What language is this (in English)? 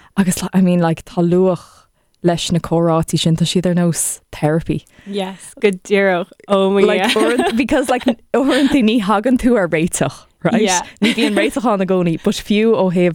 Irish